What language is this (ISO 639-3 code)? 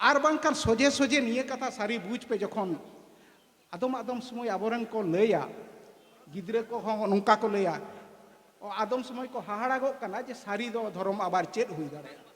sat